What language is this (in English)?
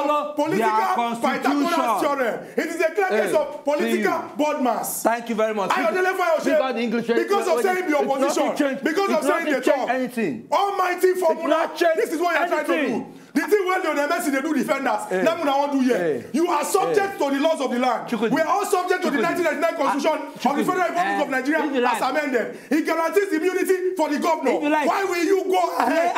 Nigerian Pidgin